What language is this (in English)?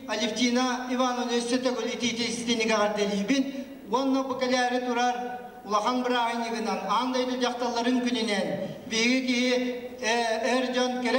Yakut